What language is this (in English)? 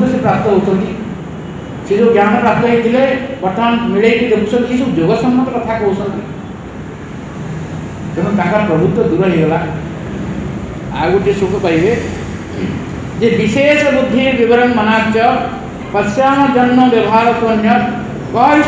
Odia